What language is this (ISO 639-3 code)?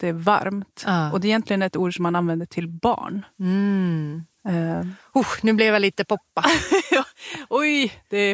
swe